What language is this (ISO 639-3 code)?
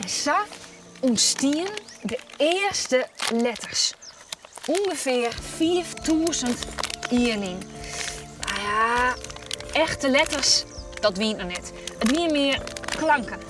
fry